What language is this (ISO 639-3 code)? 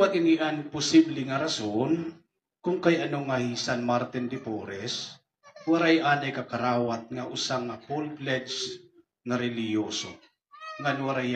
war